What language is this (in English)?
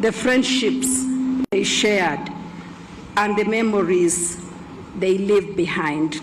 Gusii